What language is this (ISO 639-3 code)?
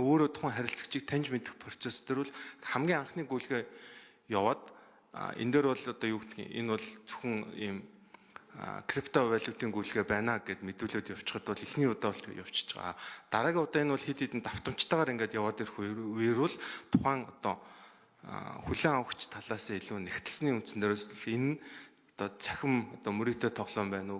mon